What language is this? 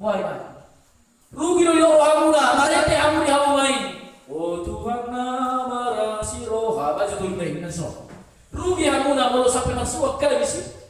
Batak Toba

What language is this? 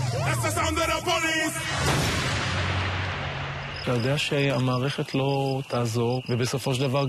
Hebrew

